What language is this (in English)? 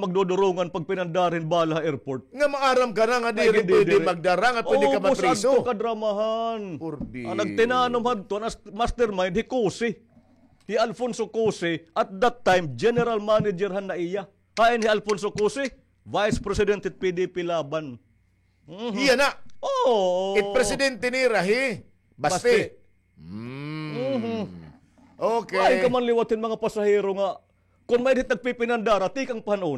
Waray